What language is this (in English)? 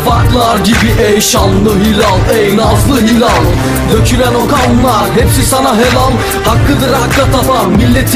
Turkish